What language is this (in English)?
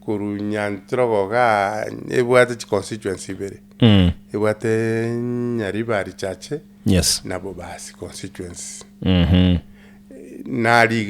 Gusii